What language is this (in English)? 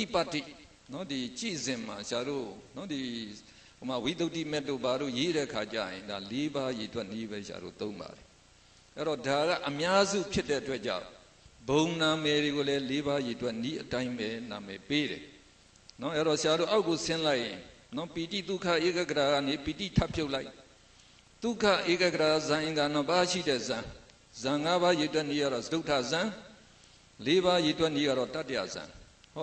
Burmese